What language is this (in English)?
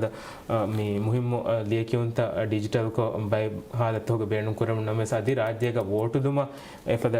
Divehi